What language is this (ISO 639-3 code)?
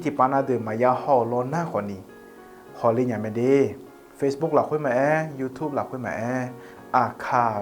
ahk